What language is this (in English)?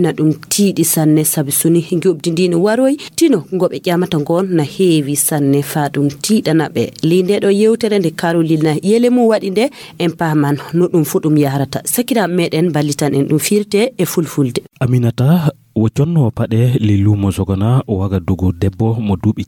Fula